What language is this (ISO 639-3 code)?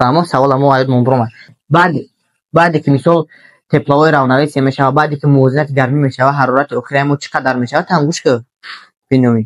tgk